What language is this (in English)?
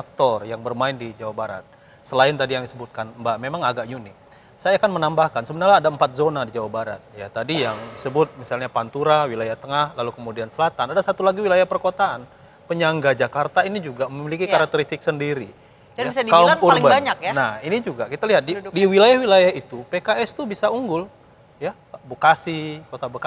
Indonesian